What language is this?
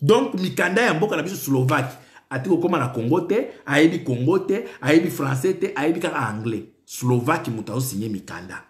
Lingala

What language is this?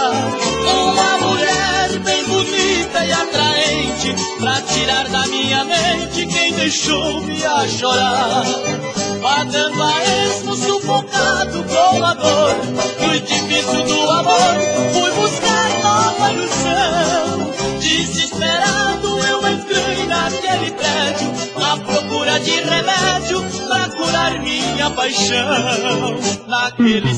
Portuguese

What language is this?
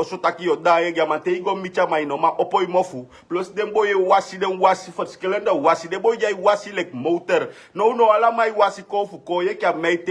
Sranan Tongo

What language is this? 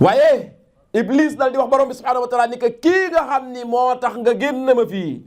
Wolof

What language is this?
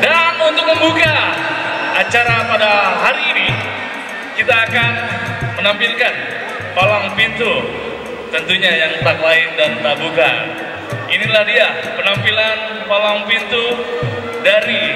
Betawi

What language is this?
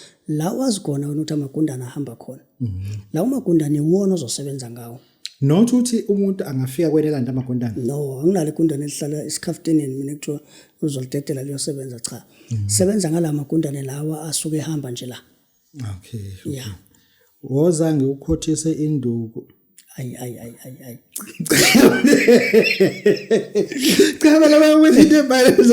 Zulu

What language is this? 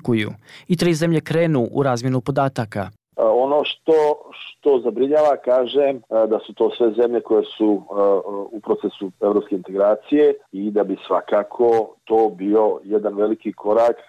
Bosnian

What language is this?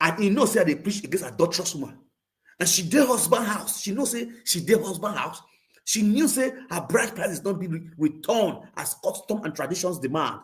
Nigerian Pidgin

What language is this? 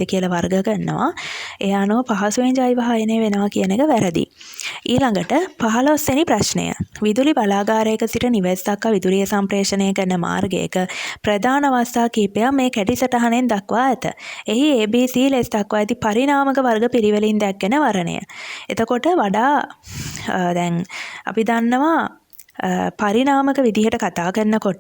Sinhala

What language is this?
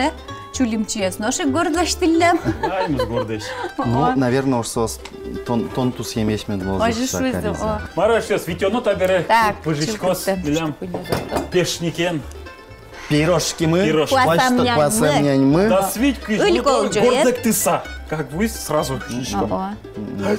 Udmurt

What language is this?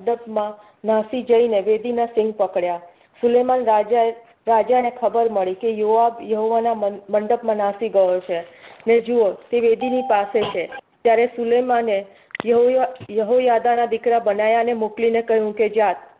Gujarati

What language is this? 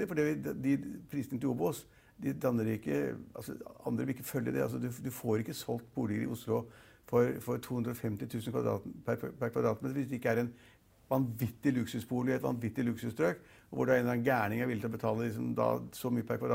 Norwegian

